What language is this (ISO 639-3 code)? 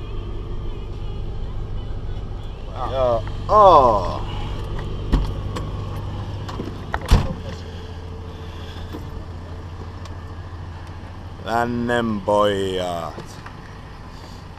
fin